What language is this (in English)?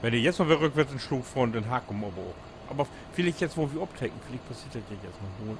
Low German